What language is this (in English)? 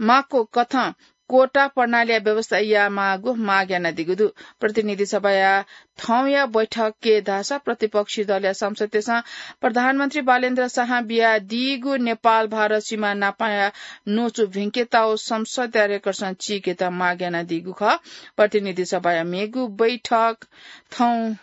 Newari